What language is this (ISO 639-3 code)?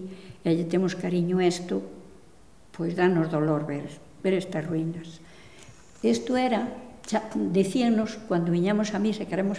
glg